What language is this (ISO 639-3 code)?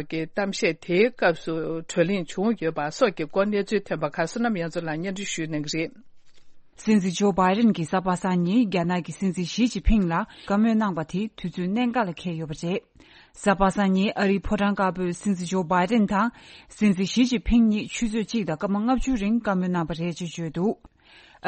bod